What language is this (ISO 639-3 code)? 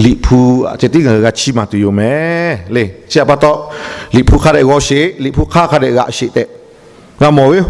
lhu